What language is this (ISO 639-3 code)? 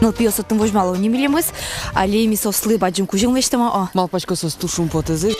udm